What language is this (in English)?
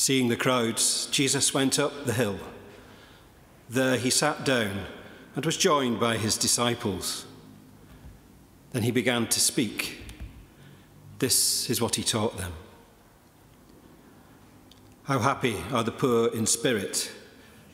English